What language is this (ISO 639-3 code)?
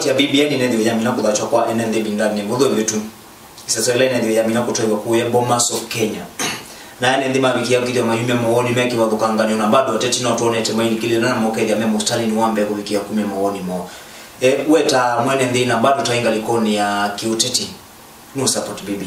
kam